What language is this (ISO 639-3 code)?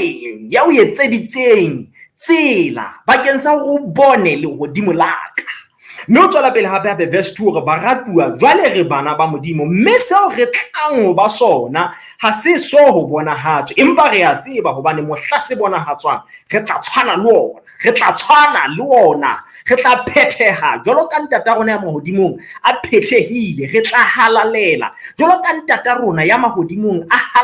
sot